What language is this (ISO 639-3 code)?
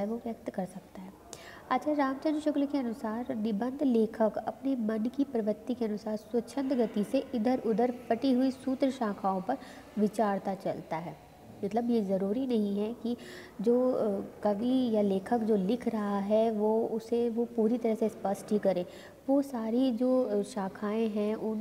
hin